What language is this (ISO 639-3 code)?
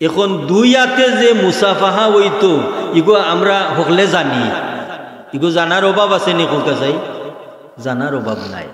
syl